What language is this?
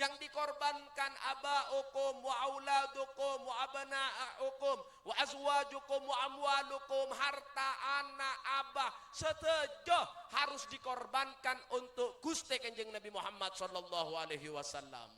Madurese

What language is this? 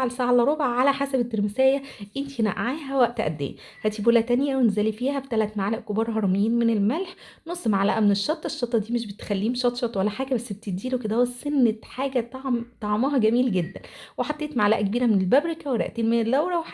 Egyptian Arabic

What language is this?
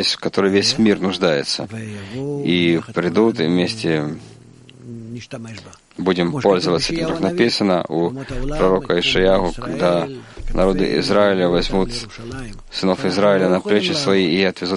Russian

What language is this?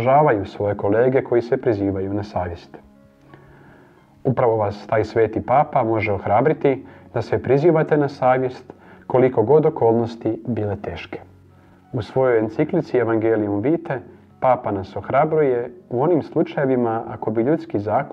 Croatian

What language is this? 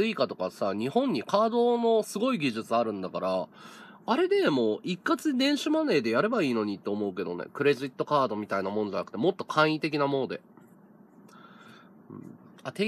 Japanese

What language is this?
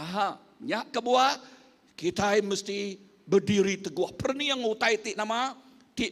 Iban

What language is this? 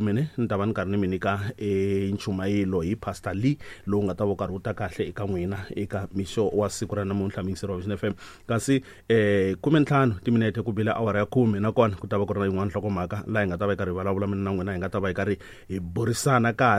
Tsonga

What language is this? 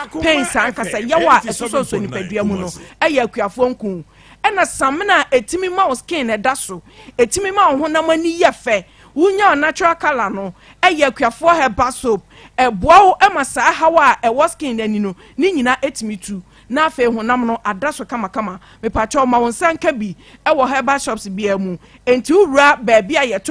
Akan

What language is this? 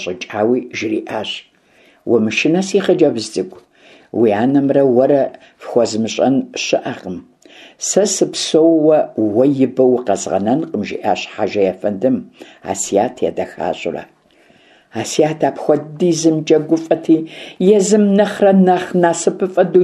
Kabardian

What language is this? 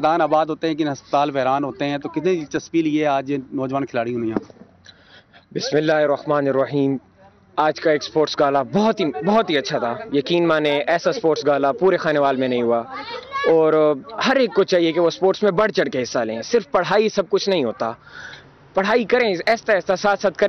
Urdu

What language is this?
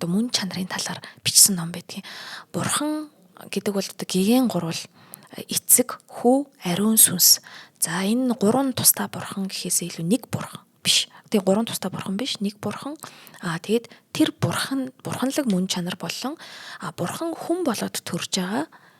Mongolian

